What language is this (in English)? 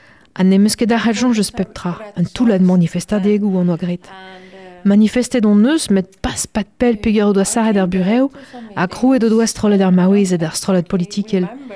Breton